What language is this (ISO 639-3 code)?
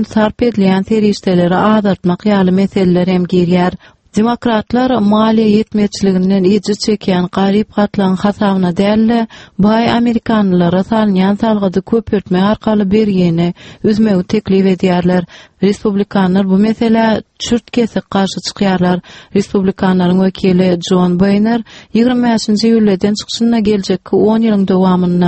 tuk